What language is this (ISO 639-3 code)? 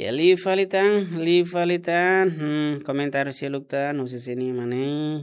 tet